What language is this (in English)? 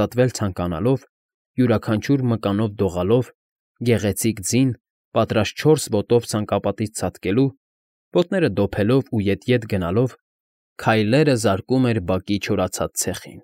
Armenian